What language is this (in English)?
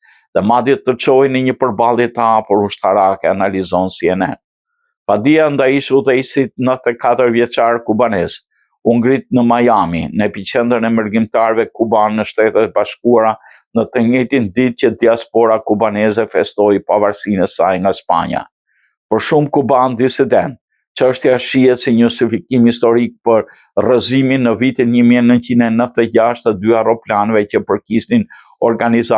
Albanian